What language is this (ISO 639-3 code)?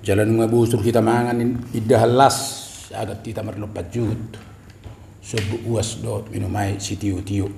bbc